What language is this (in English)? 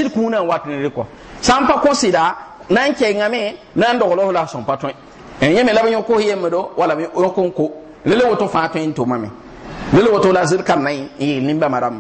Mossi